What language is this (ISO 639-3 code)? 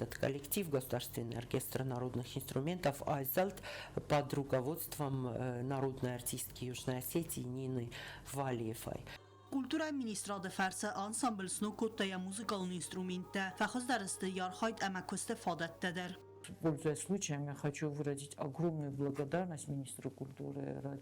oss